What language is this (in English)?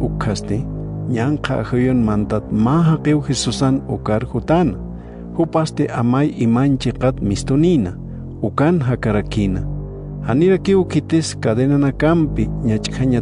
Aymara